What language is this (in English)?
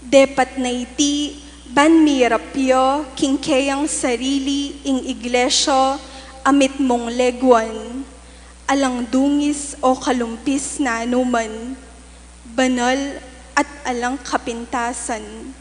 Pampanga